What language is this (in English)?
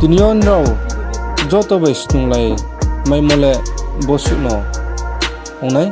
Riang (India)